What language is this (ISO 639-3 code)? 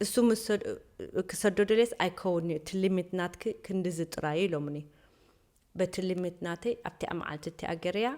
tir